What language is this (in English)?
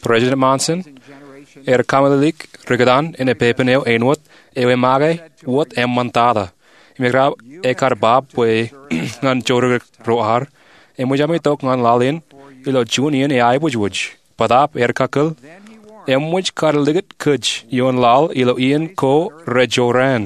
Marshallese